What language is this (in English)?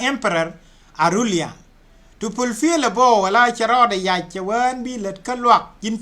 Nuer